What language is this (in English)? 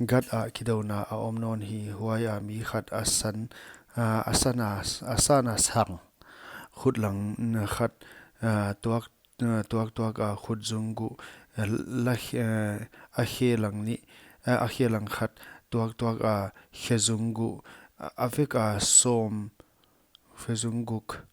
Paite Chin